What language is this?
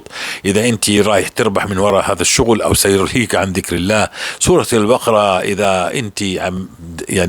North Levantine Arabic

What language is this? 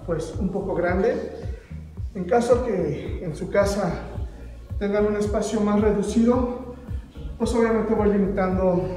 Spanish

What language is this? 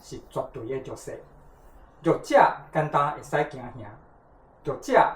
Min Nan Chinese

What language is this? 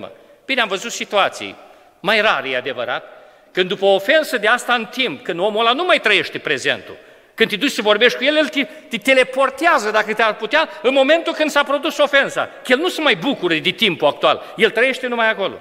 Romanian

